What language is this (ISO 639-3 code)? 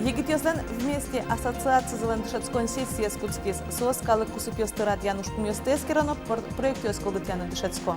udm